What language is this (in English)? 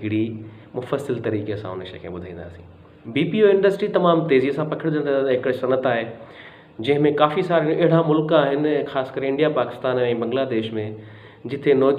Sindhi